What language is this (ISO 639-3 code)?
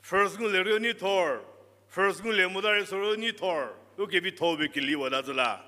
njm